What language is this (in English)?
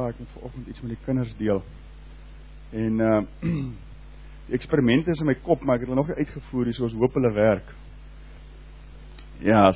Afrikaans